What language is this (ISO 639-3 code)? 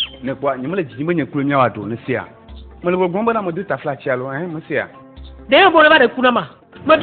ewe